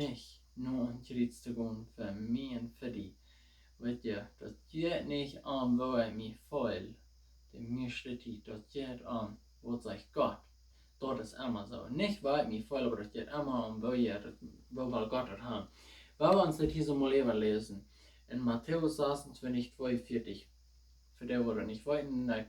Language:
Plautdietsch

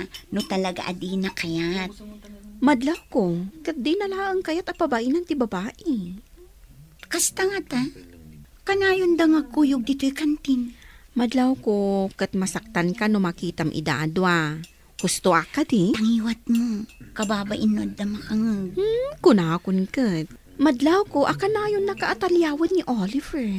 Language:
Iloko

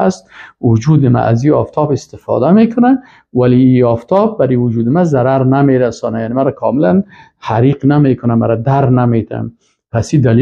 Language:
Persian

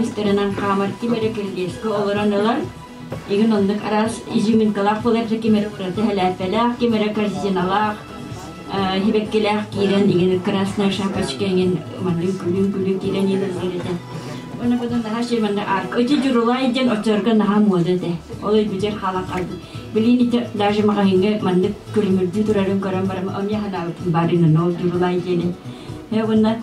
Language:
Yakut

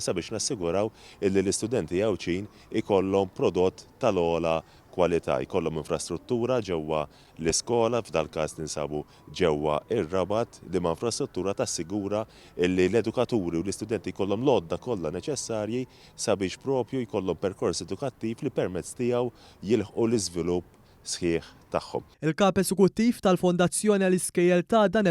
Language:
Maltese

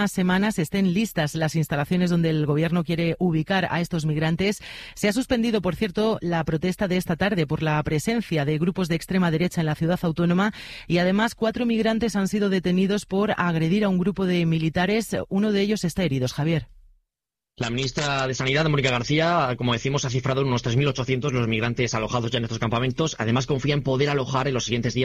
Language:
Spanish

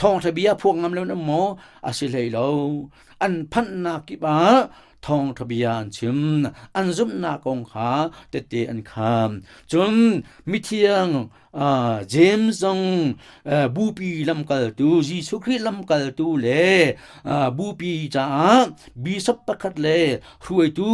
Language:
Hakha Chin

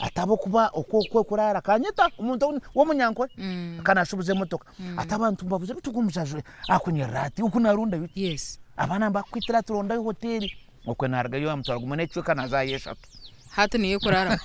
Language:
Nyankole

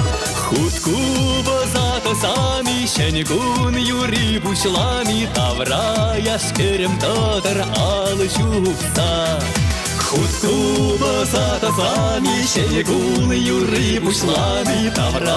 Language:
Chuvash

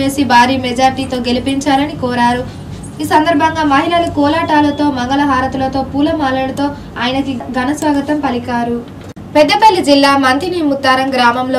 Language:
Telugu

